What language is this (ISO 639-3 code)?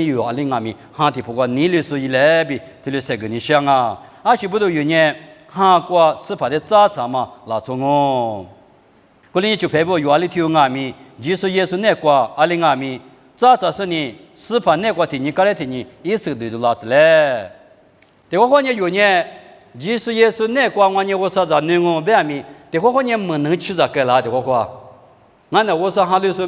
lis